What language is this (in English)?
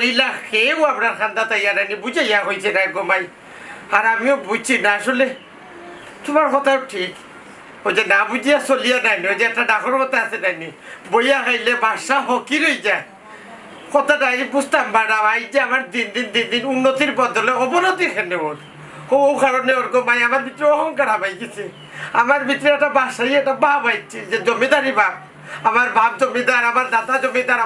Sylheti